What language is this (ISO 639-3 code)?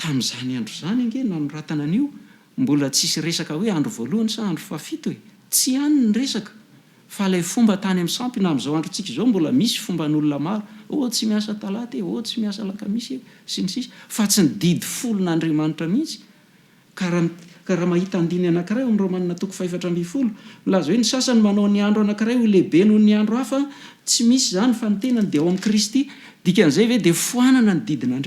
mlg